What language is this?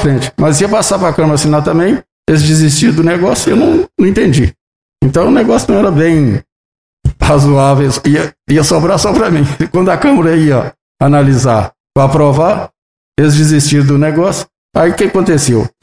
Portuguese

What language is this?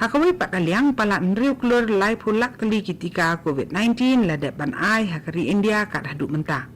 Khasi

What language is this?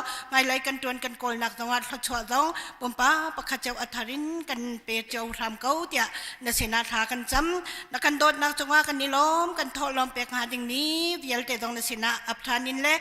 Hakha Chin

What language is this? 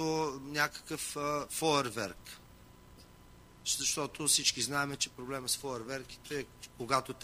Bulgarian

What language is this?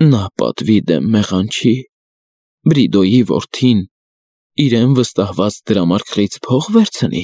Armenian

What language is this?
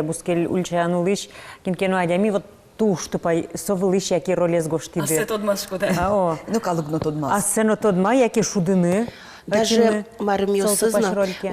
Udmurt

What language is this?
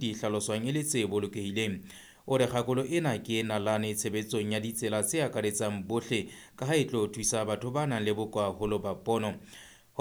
Southern Sotho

